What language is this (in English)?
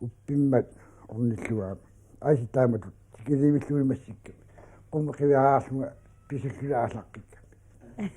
Kalaallisut